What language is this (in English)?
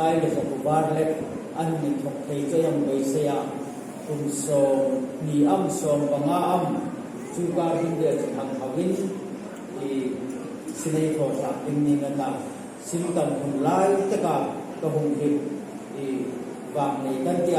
Hmar